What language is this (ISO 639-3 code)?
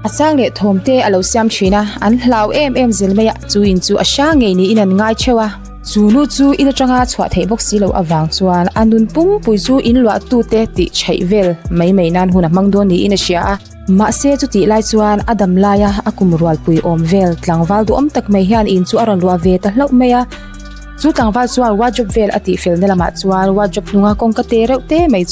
lus